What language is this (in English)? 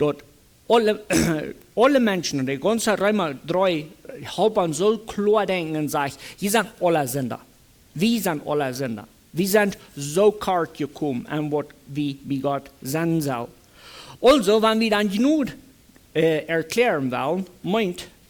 Plautdietsch